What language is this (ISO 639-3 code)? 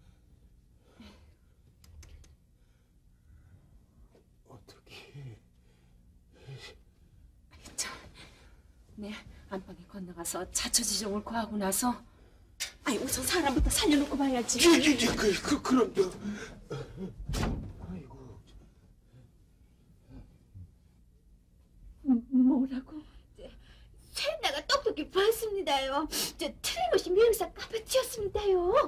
kor